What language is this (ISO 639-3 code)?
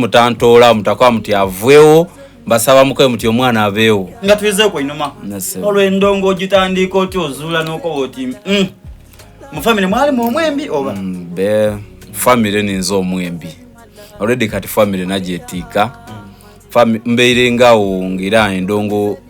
xog